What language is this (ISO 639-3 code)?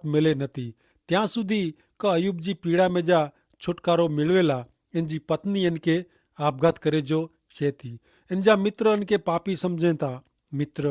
kfr